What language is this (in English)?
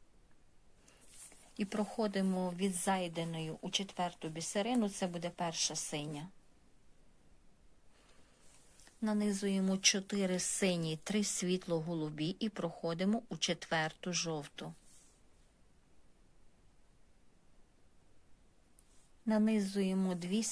Ukrainian